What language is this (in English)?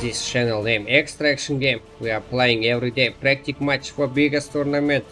Kara-Kalpak